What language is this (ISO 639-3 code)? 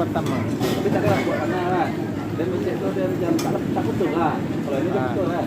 min